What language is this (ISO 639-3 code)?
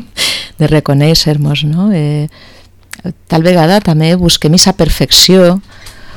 cat